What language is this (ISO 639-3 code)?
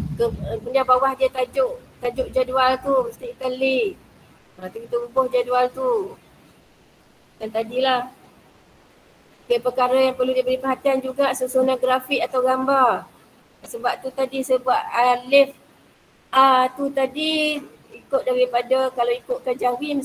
msa